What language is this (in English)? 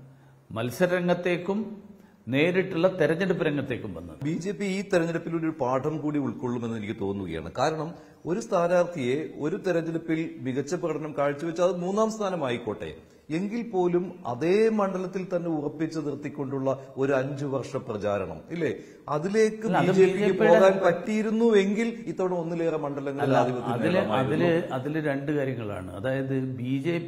Malayalam